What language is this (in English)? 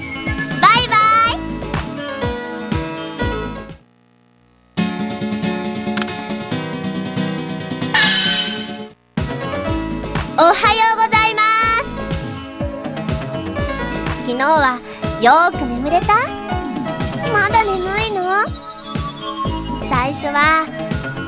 Japanese